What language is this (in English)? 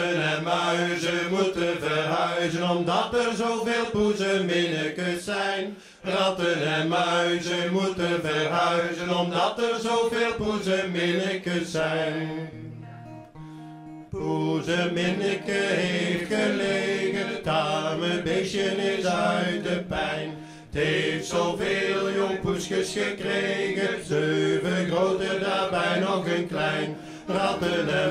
Dutch